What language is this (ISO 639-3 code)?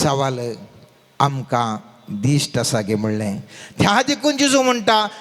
kok